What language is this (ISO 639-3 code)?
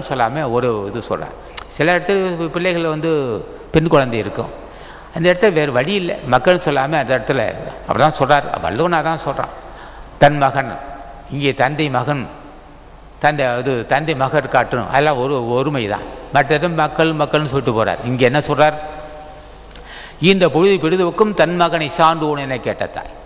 tam